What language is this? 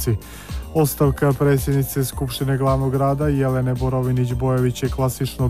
Serbian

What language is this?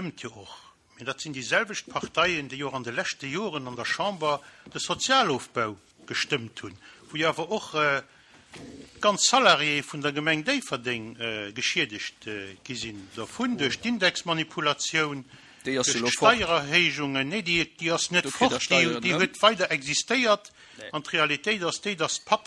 Luxembourgish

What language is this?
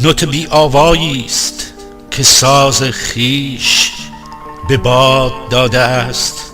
Gilaki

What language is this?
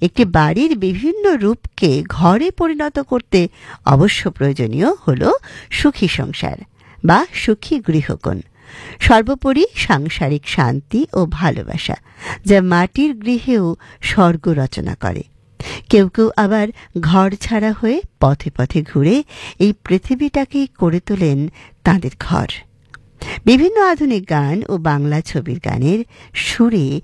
Bangla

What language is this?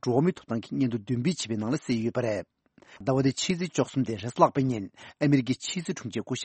Tibetan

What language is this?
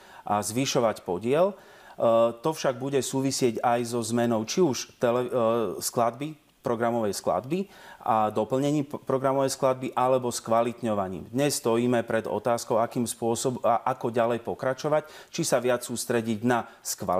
Slovak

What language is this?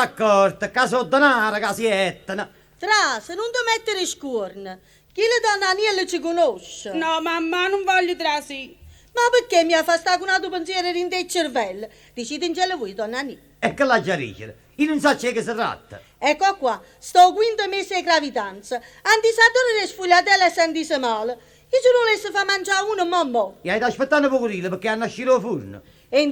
Neapolitan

